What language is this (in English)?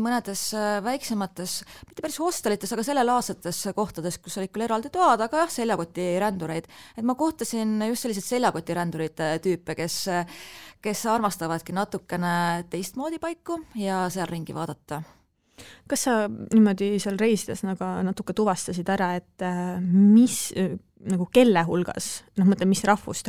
Estonian